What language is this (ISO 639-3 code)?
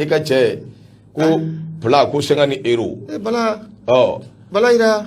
bam